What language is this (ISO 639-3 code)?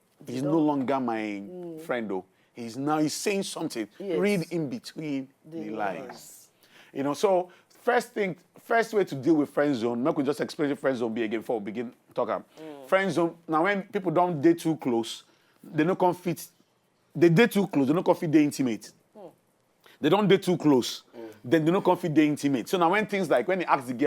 pcm